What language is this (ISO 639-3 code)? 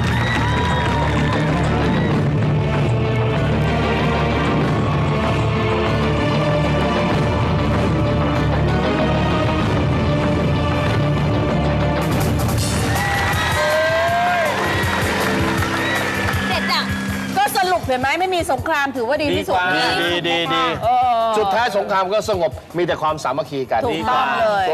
tha